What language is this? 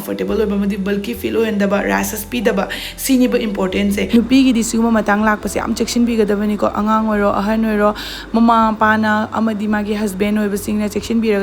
Manipuri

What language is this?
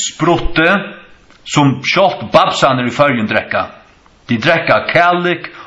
Faroese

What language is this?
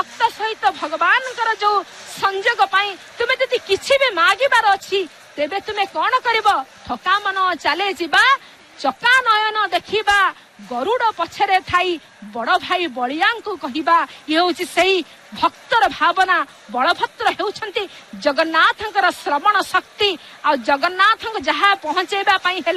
Odia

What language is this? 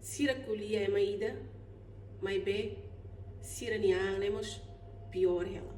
Tetum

